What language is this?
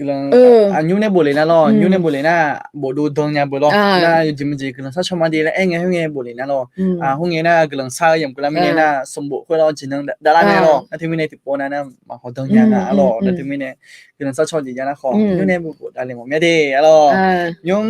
Akha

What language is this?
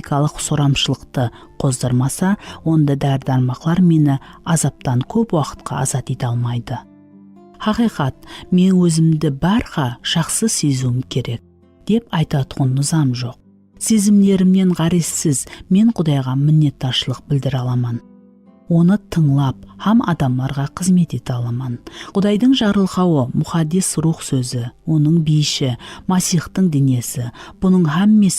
Kara-Kalpak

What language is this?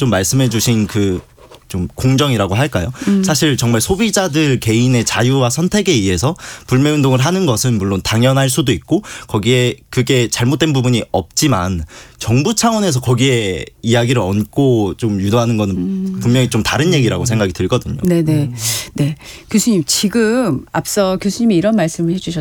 Korean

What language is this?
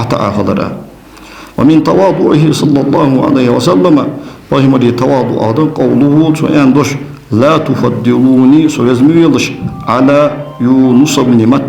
Ingush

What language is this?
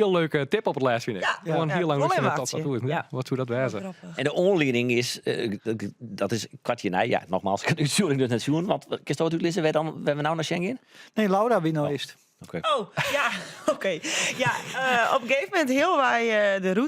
Western Frisian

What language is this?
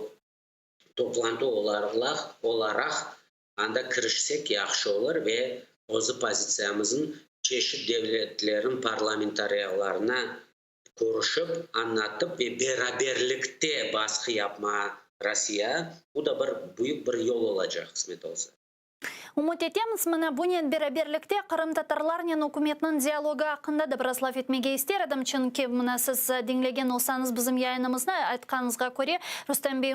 Crimean Tatar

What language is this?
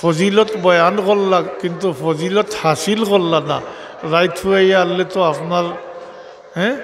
Sylheti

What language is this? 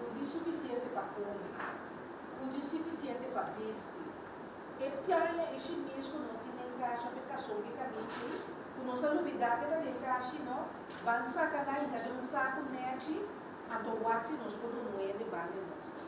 Papiamento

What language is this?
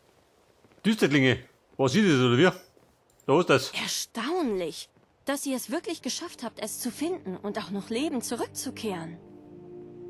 Bavarian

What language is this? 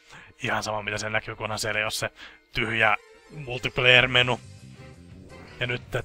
Finnish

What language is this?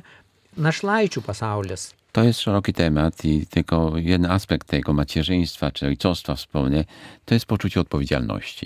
Lithuanian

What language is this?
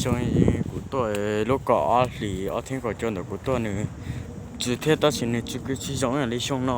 Hmong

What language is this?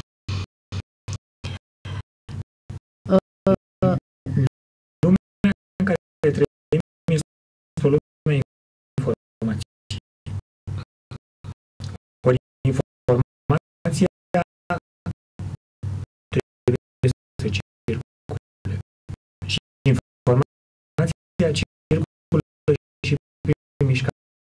Romanian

